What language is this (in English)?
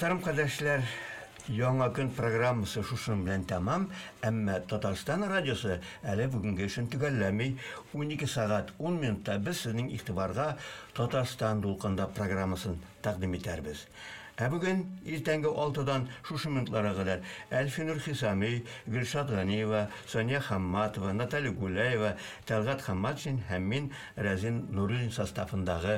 Tatar